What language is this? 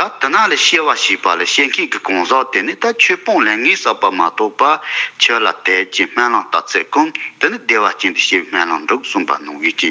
Tibetan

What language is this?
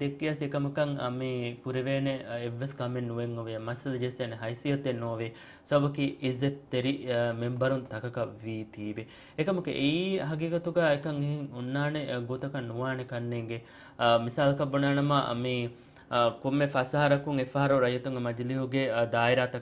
Divehi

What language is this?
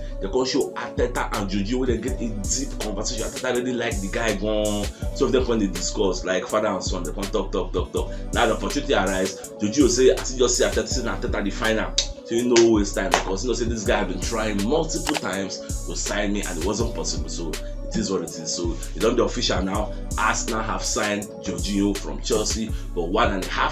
Nigerian Pidgin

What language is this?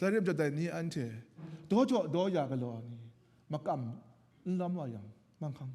Kachin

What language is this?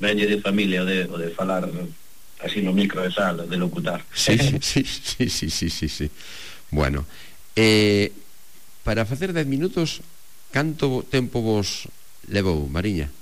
Galician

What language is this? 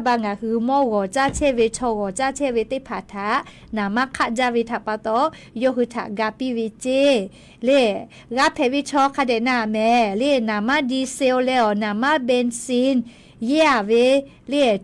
Lahu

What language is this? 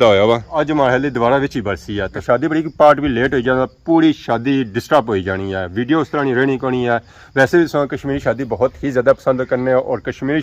Pahari-Potwari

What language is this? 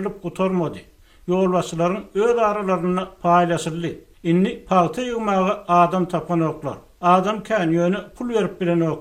Turkmen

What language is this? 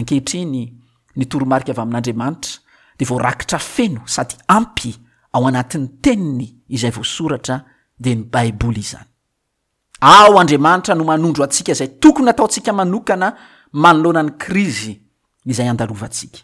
Malagasy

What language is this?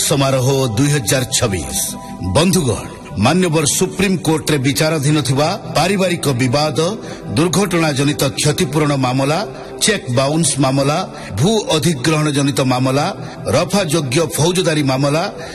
Odia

